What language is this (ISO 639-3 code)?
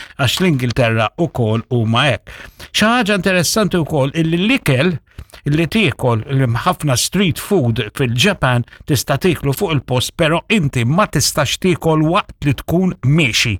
mlt